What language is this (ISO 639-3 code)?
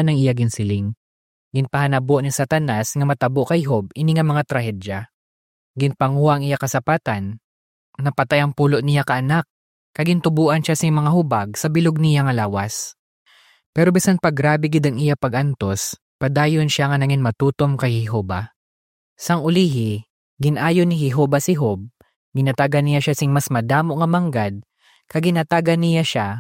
hil